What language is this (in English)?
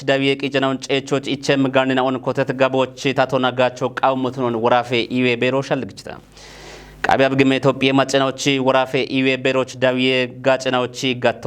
Kafa